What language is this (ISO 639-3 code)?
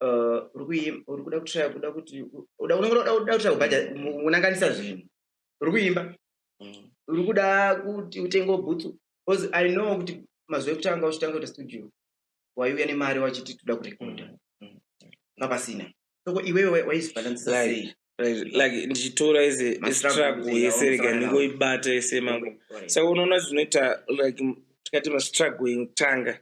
sna